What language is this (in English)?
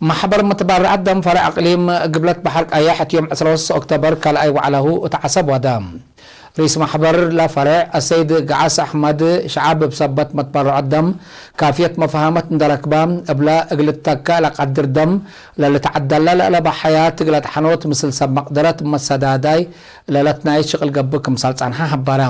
Tigre